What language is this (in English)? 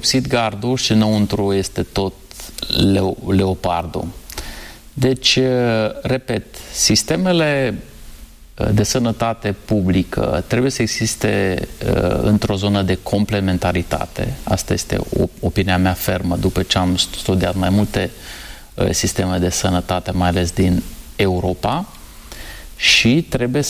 Romanian